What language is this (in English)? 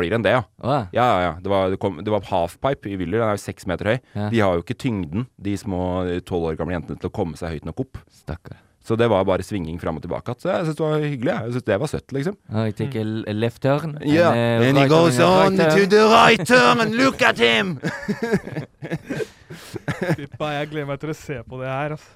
Norwegian